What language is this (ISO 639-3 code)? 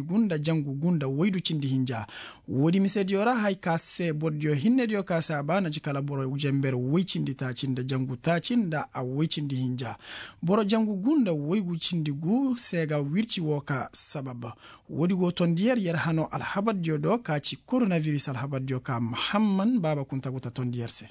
ses